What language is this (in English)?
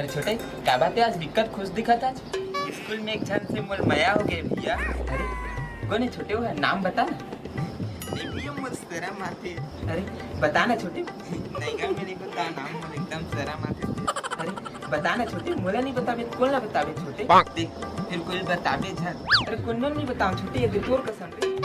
Chhattisgarhi